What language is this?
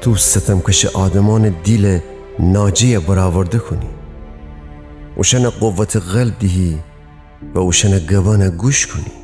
Gilaki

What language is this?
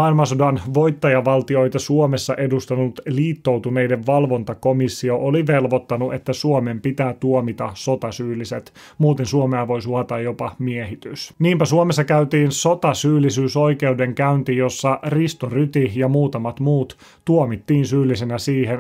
Finnish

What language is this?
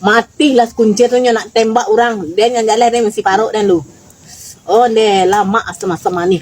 Minangkabau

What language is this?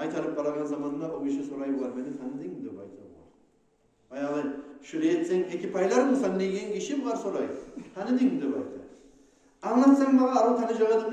Kumyk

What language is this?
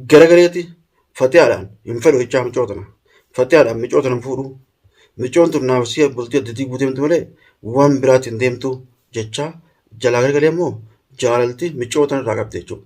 Oromo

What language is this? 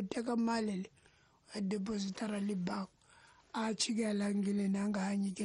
Tsonga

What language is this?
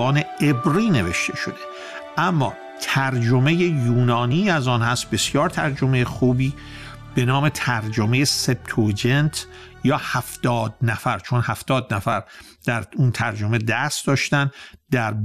Persian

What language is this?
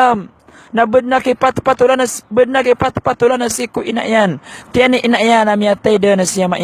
Maranao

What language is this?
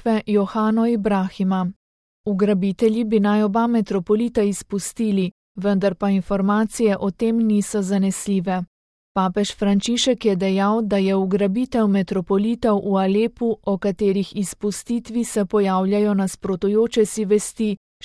Slovenian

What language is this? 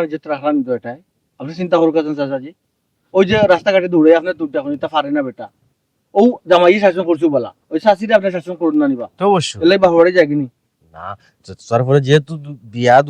Sylheti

